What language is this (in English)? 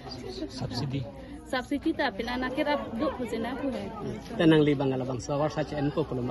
Karbi